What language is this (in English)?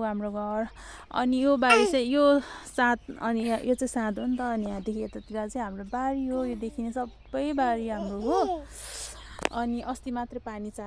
Nepali